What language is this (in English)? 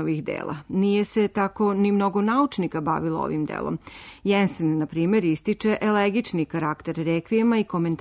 Serbian